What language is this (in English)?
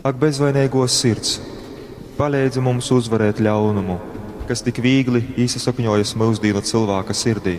Latgalian